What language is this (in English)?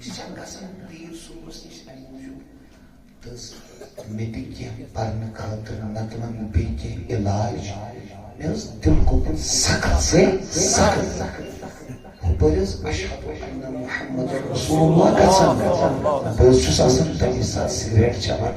Kashmiri